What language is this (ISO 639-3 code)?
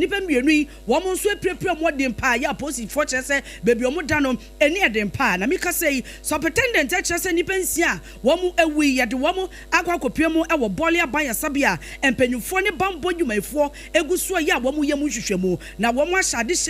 aka